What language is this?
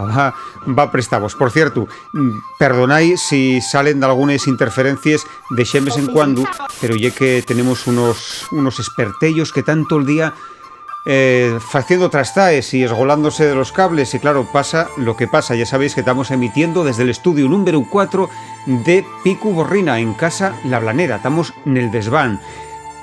Asturian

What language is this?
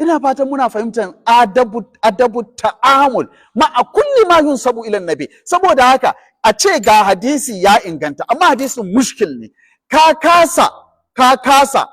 Hausa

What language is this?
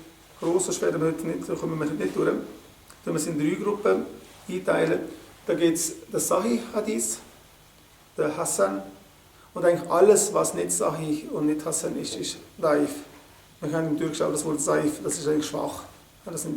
Swiss German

